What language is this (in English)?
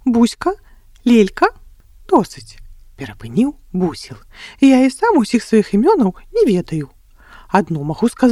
Belarusian